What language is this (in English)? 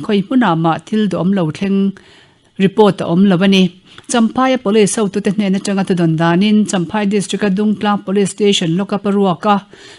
Mizo